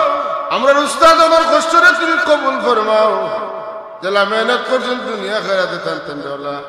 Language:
Sylheti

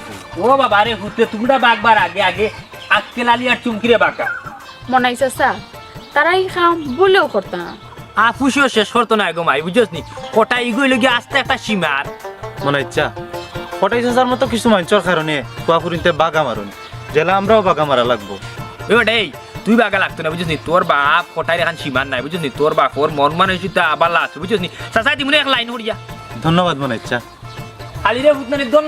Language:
Sylheti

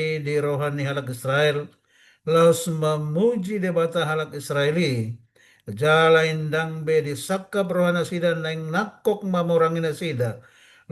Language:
Batak Toba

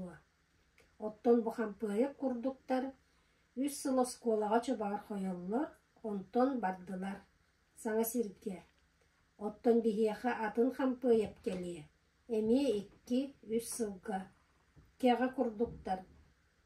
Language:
Yakut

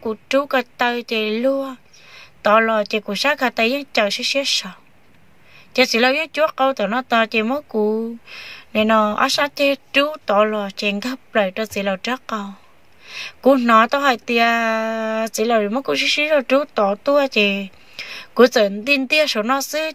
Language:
Hmong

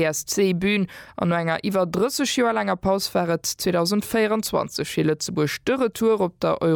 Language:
Luxembourgish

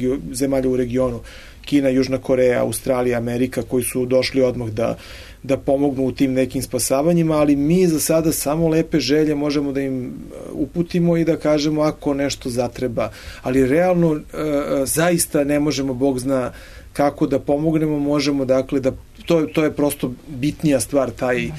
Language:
Serbian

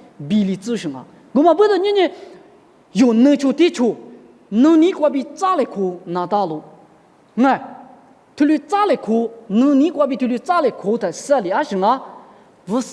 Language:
Lisu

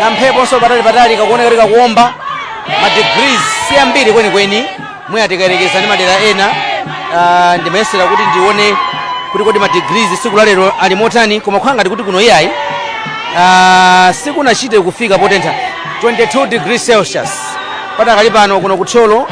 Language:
Nyanja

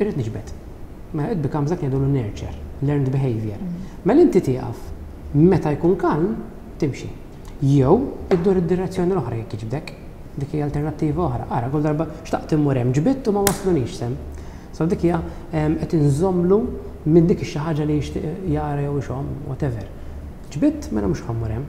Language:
Maltese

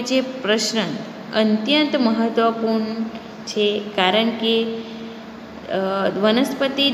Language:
Gujarati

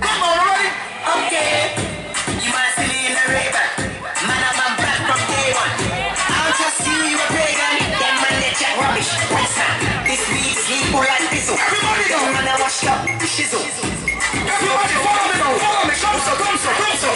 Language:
Jamaican Creole English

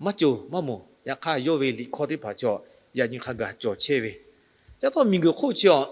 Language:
Lahu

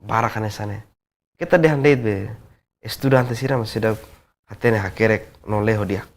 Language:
Tetum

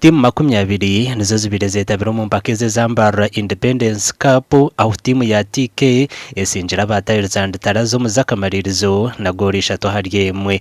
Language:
Nyankole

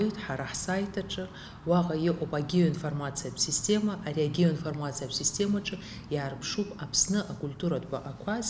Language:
Abkhazian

